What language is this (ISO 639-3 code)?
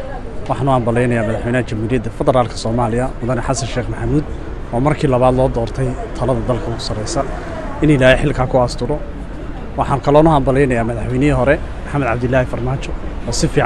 som